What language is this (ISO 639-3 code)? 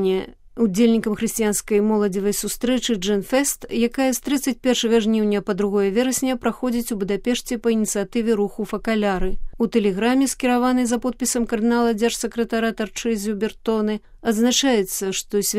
bel